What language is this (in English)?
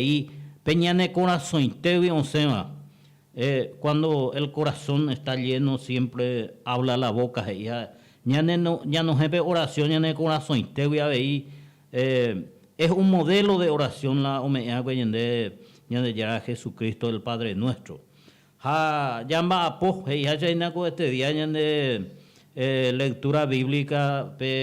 Guarani